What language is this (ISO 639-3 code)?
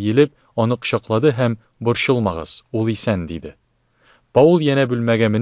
tat